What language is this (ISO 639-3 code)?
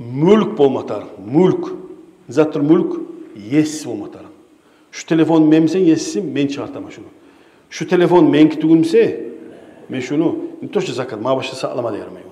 kum